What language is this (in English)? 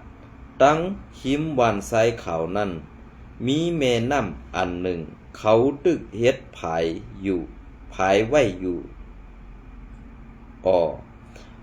Shan